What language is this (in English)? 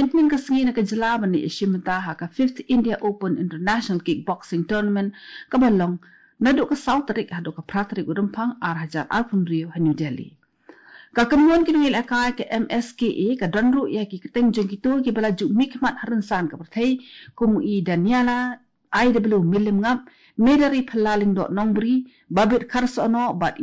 Khasi